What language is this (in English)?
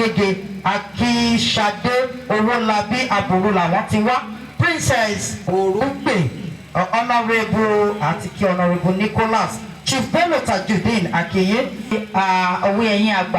Yoruba